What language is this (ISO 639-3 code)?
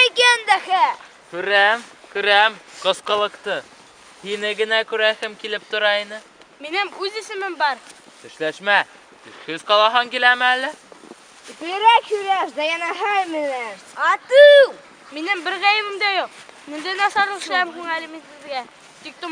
bak